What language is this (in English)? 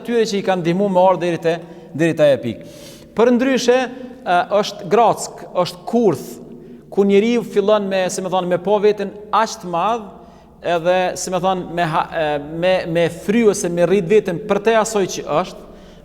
Albanian